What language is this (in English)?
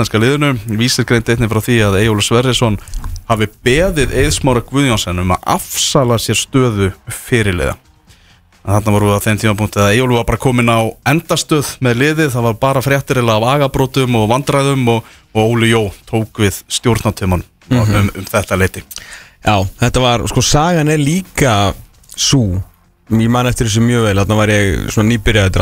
Icelandic